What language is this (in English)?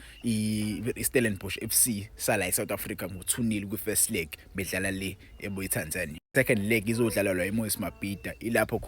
Zulu